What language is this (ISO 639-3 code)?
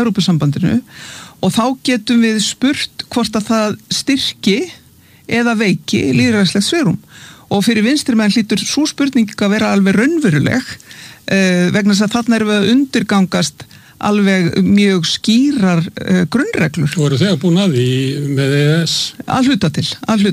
isl